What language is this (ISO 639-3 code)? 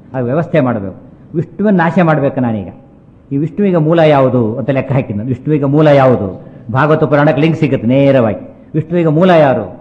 kan